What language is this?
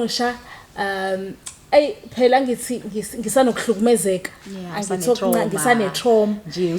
Zulu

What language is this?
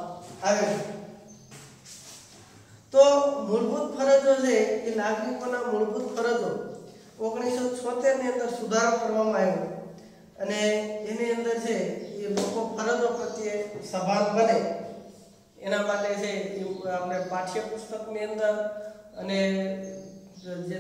Gujarati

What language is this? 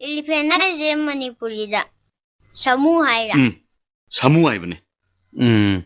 Manipuri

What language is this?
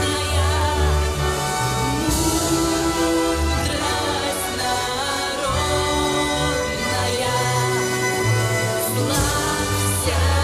Russian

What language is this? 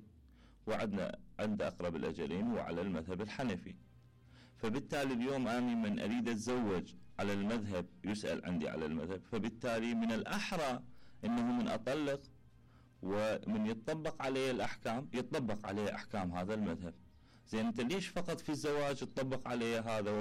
Mesopotamian Arabic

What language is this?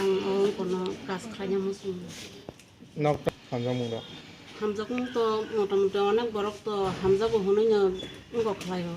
Kok Borok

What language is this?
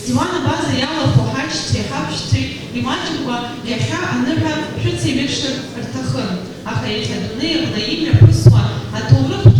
Abkhazian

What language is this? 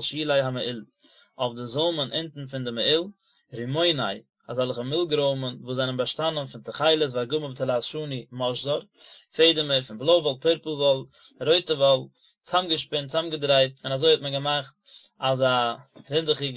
Yiddish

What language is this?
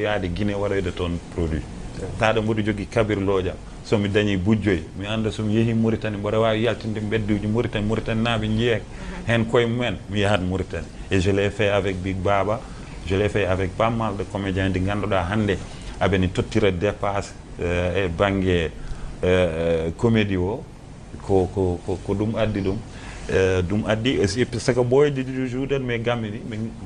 Fula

